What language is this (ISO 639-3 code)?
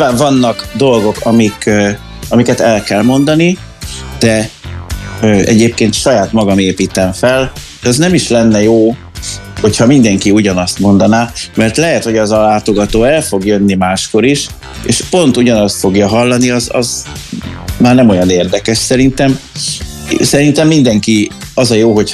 hun